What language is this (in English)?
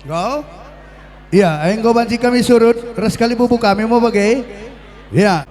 Batak Karo